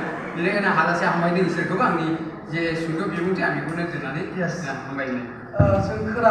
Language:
Bodo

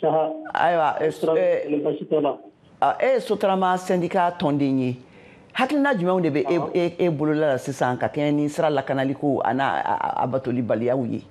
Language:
Bambara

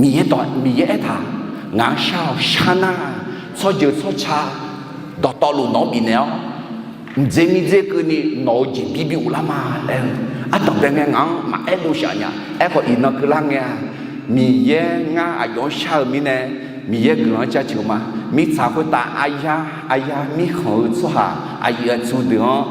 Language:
Akha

